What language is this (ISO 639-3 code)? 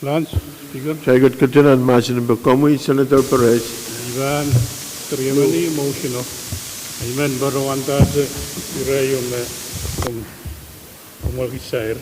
pon